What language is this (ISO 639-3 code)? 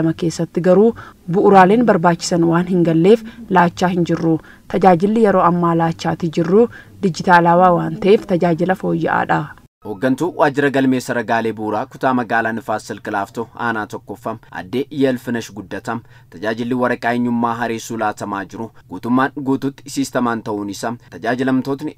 orm